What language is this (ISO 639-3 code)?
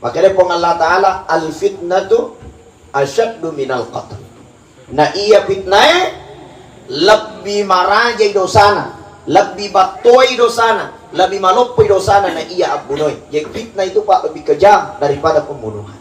bug